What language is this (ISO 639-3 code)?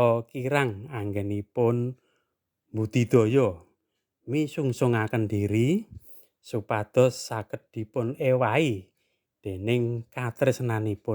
jav